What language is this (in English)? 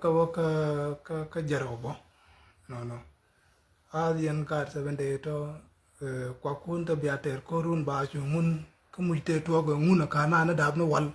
Nuer